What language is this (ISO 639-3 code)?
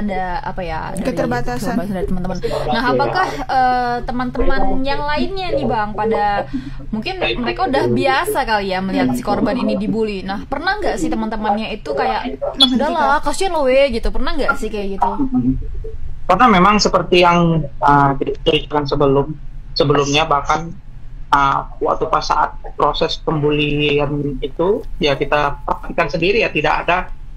ind